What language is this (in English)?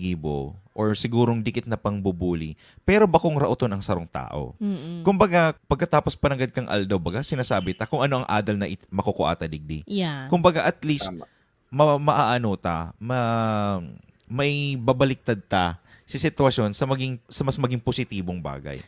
Bikol